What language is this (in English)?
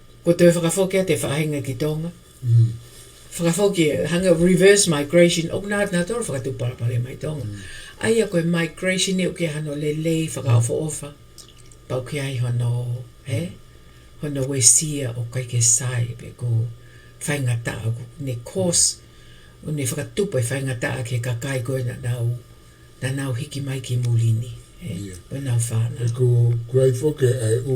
Tongan